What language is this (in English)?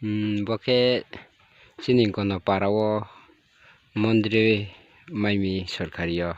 Riang (India)